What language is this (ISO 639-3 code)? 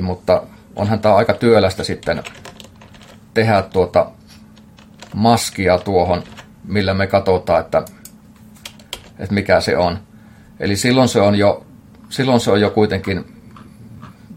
fin